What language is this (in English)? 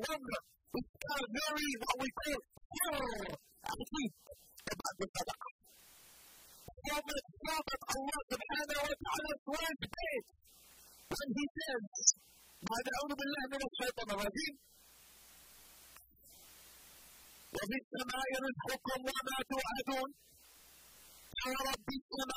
English